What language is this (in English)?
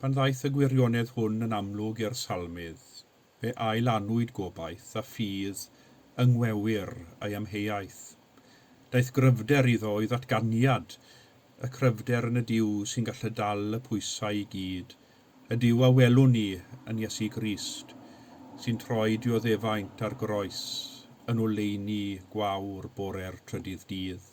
Welsh